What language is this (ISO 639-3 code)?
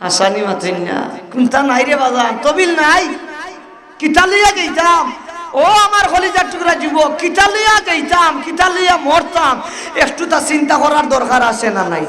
syl